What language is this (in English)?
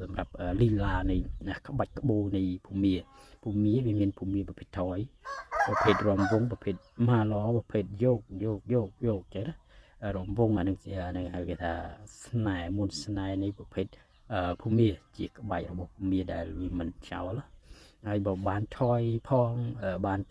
Khmer